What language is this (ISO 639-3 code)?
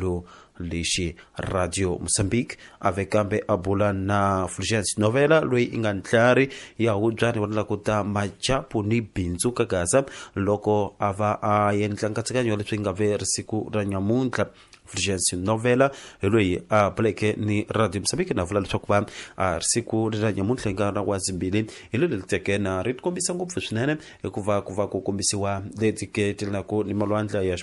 tso